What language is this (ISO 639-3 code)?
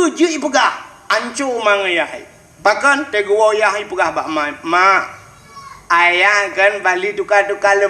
ace